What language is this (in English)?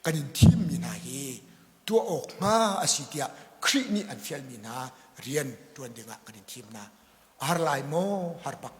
Hakha Chin